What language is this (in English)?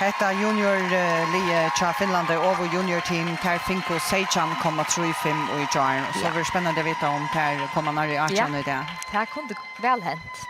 Faroese